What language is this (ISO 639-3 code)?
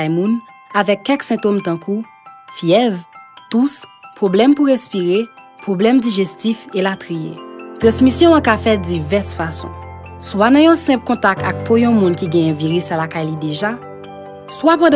hat